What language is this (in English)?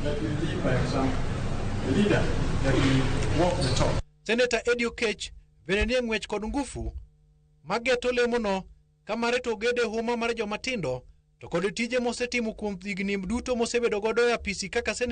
Luo (Kenya and Tanzania)